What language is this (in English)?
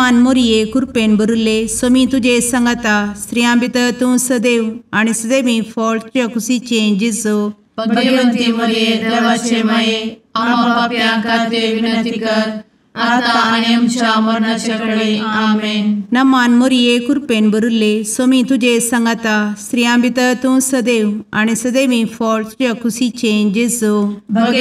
Konkani